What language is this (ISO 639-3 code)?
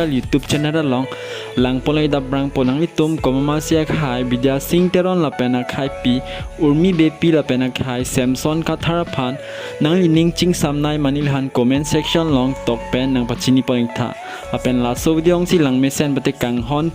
mjw